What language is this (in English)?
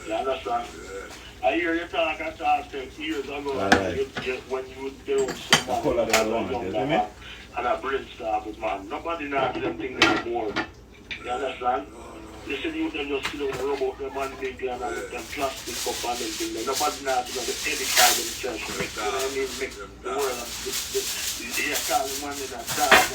Jamaican Creole English